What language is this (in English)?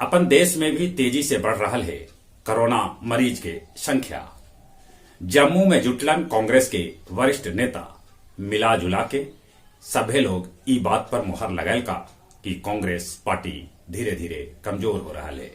Magahi